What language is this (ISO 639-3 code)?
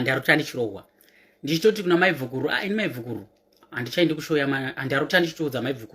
sna